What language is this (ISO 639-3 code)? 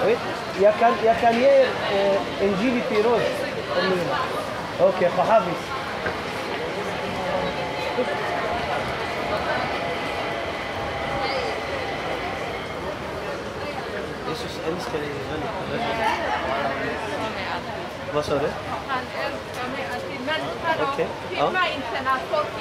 swe